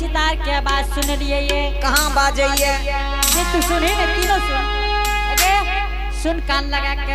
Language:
Angika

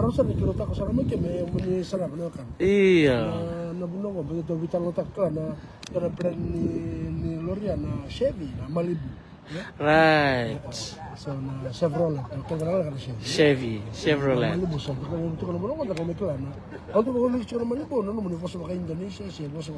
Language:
Fijian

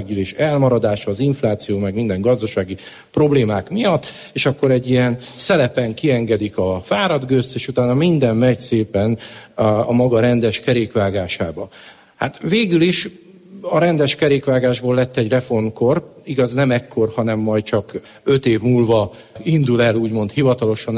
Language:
Hungarian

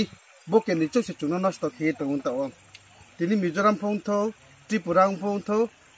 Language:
Riang (India)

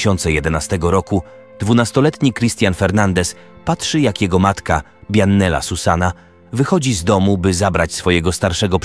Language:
Polish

